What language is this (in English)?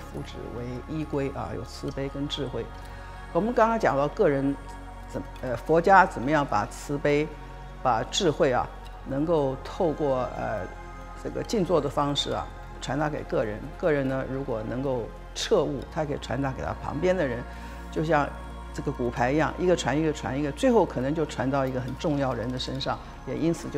Chinese